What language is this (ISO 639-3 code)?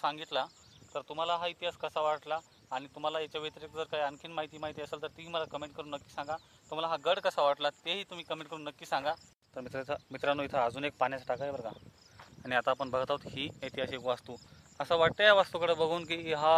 mar